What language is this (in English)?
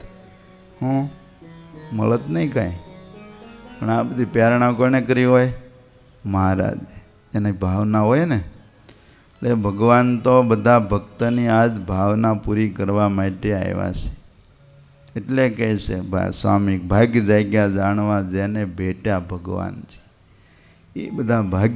Gujarati